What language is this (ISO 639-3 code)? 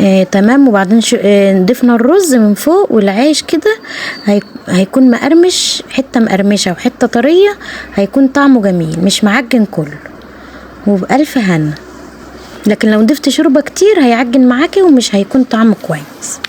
arz